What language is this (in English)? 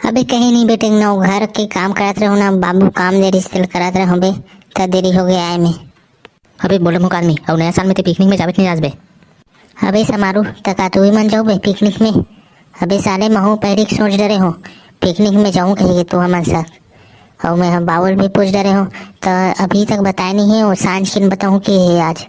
Chhattisgarhi